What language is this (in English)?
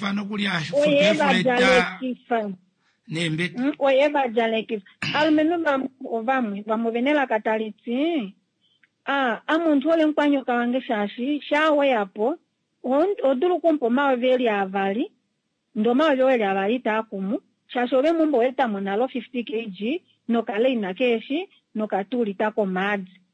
Kuanyama